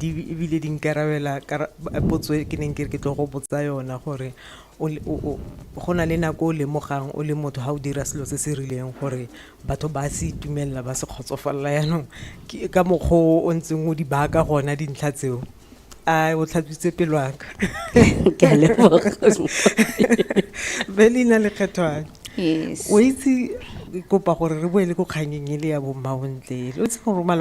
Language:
Tswana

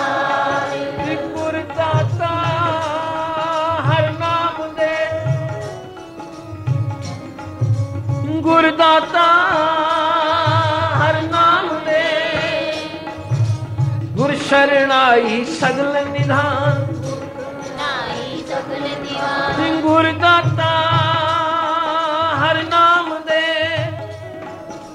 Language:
Punjabi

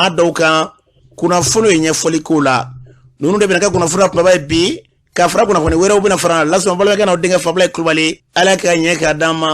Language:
Bambara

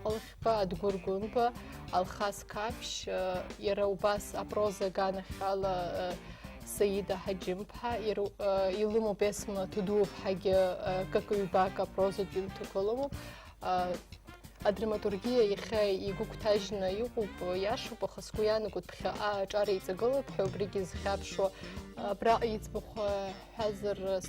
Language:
Abkhazian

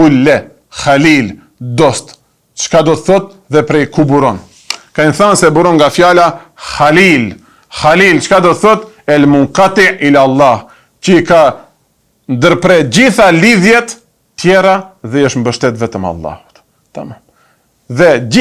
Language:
Albanian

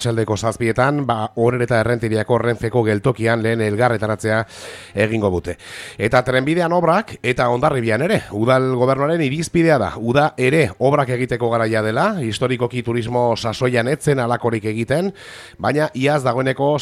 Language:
Basque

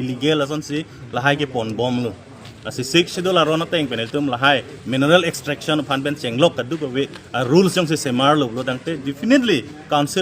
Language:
Karbi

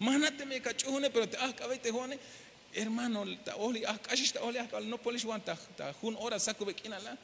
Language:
Tzeltal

